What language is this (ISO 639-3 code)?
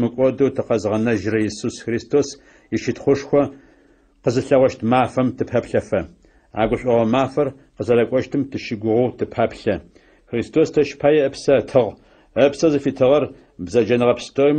ady